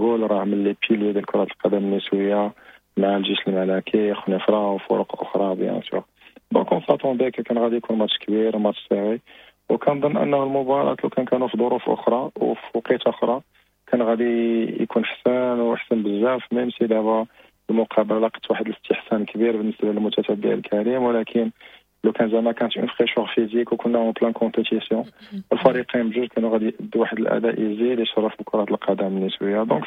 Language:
Moroccan Arabic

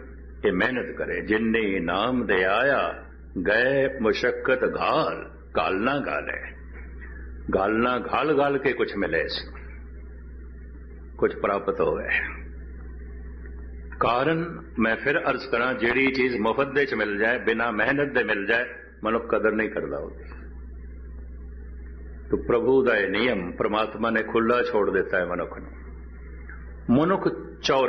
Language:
Punjabi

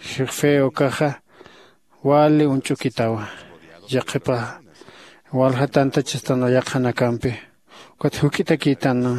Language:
Aymara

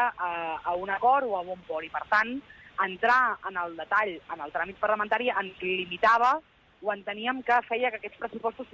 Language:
Catalan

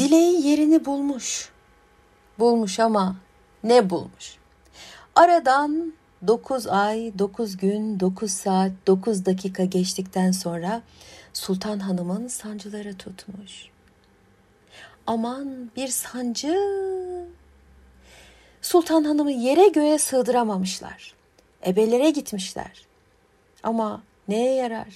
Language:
Turkish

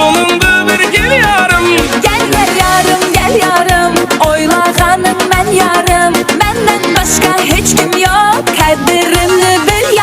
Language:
Kara-Kalpak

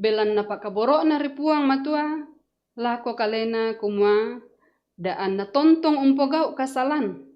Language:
Toraja-Sa'dan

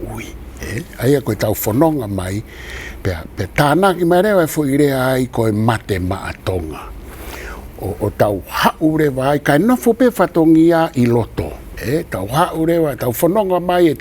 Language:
Tongan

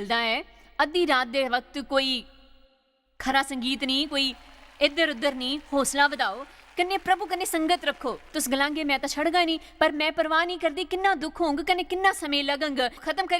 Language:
Dogri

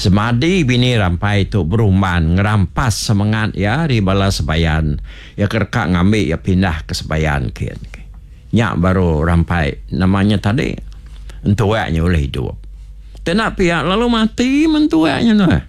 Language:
Iban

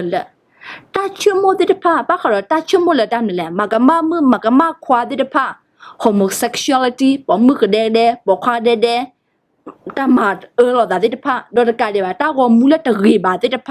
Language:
S'gaw Karen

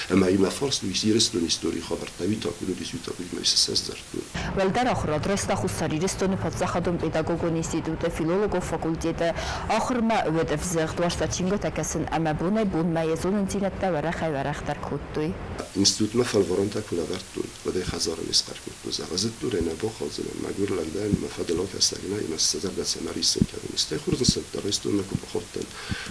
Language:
Ossetic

